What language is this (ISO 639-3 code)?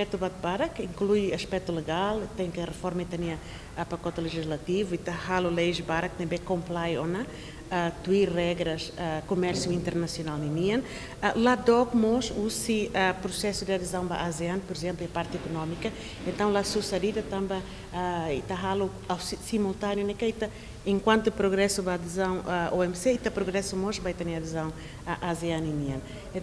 tet